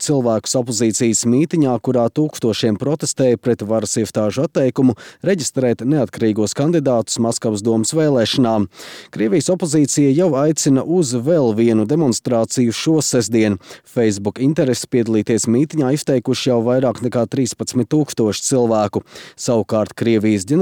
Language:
Latvian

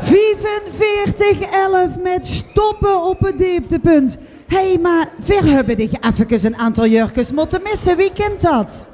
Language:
Limburgish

